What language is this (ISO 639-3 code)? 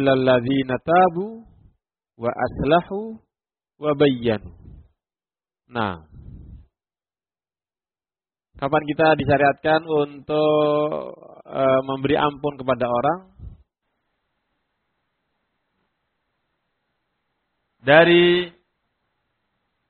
ind